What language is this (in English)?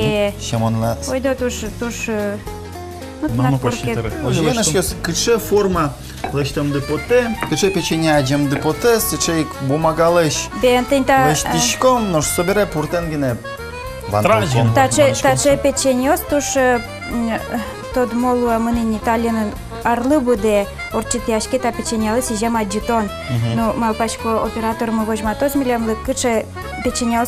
Udmurt